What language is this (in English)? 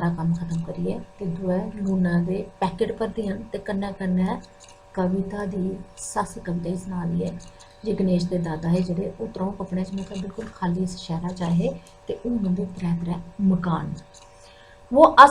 Dogri